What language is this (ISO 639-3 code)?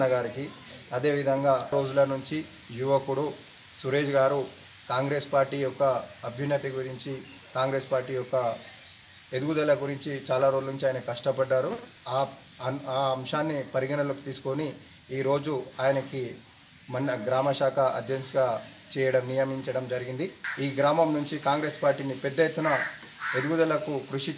tel